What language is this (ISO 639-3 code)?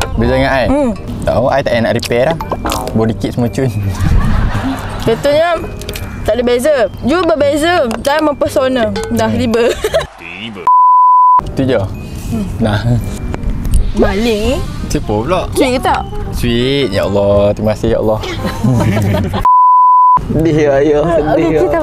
msa